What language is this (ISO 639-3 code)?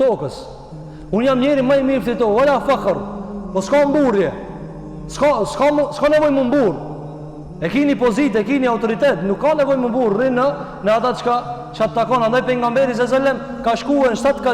sqi